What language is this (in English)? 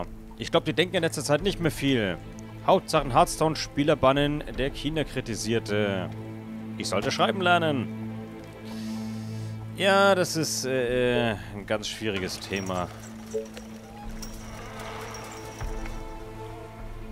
German